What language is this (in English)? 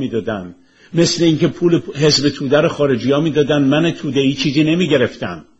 Persian